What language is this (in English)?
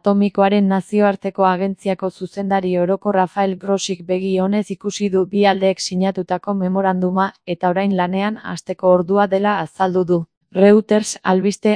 Basque